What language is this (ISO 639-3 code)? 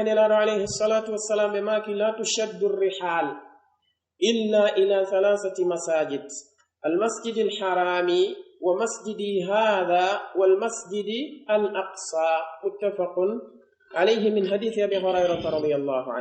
fuf